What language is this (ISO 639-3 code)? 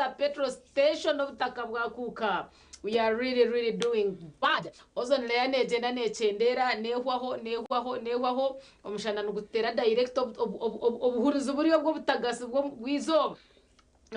nyn